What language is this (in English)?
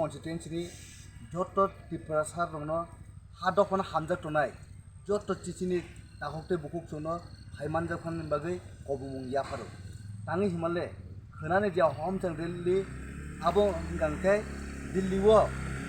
Kok Borok